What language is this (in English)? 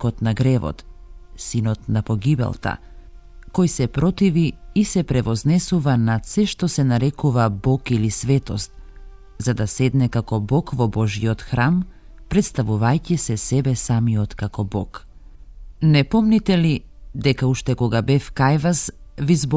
Macedonian